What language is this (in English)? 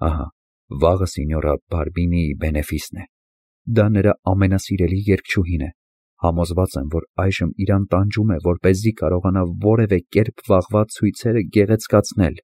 Armenian